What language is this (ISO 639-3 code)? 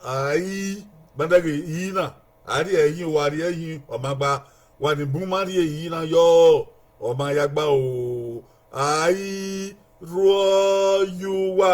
bin